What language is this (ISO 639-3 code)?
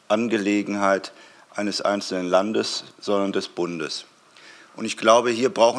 deu